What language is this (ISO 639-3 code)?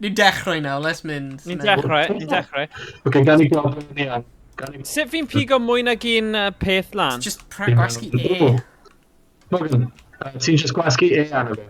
cym